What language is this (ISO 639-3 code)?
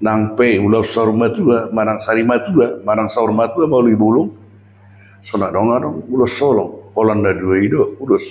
bbc